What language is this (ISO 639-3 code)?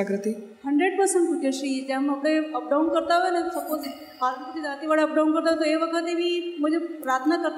guj